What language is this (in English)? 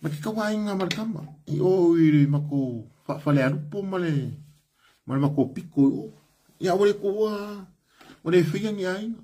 Samoan